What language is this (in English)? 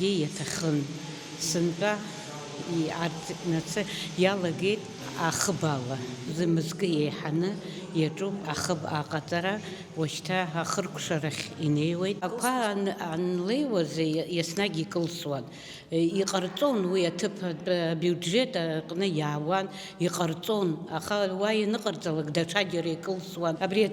Abkhazian